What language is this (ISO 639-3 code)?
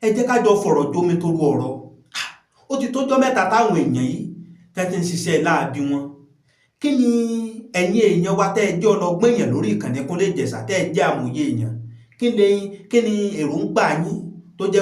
yor